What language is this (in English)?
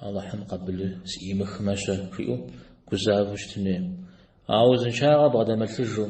Kabardian